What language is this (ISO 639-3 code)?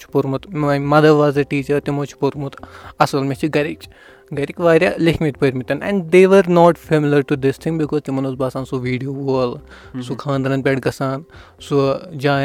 kas